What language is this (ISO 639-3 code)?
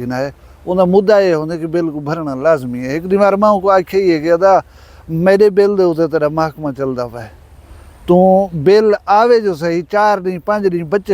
skr